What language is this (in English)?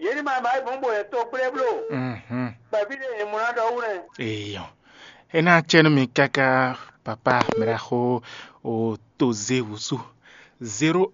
Fon